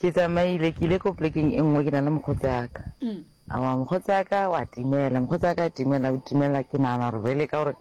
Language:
Northern Sotho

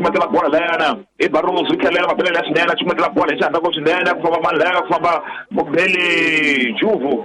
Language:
Tsonga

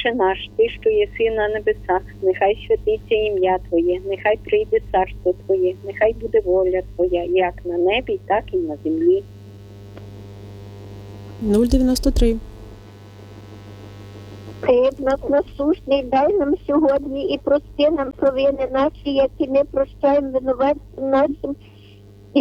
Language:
Ukrainian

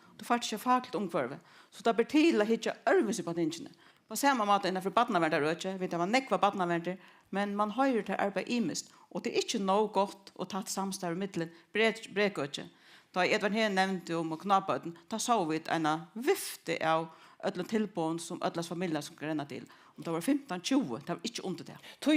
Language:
Faroese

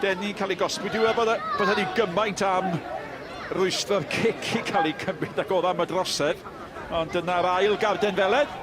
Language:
Welsh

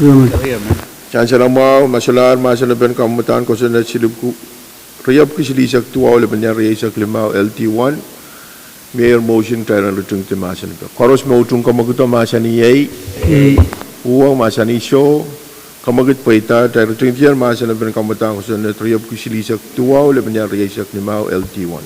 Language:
Pohnpeian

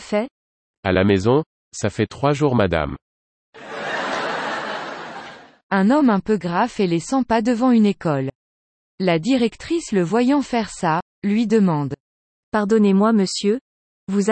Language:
French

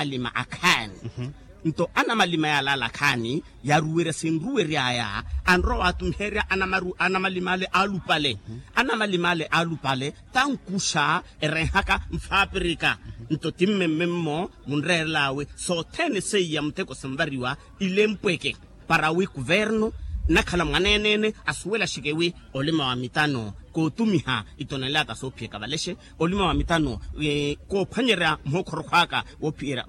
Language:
Makhuwa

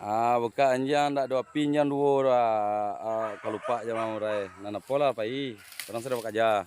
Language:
Minangkabau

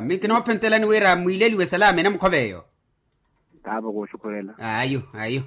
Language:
Makhuwa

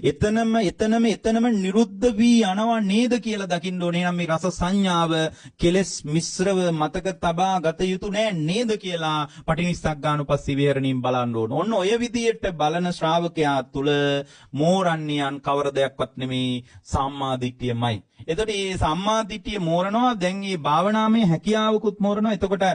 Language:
Sinhala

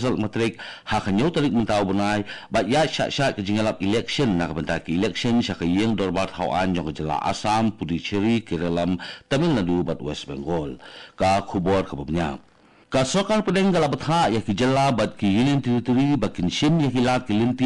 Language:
Khasi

